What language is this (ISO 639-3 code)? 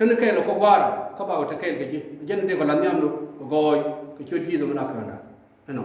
nus